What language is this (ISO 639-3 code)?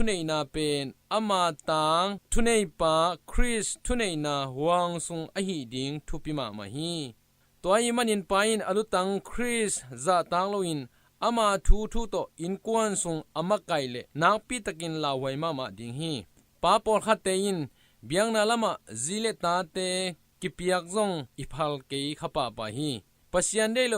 ctd